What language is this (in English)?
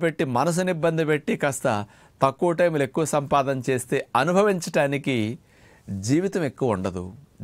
Telugu